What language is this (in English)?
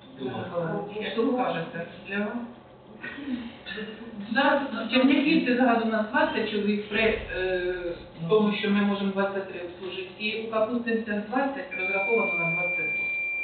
Ukrainian